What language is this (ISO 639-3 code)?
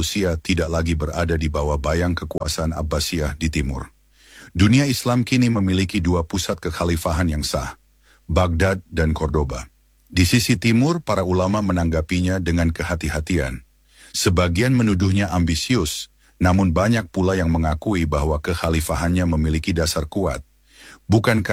ind